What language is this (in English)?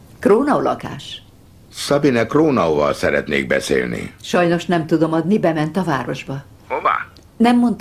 Hungarian